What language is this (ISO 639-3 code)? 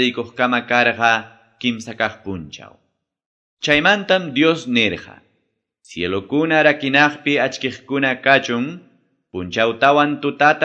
que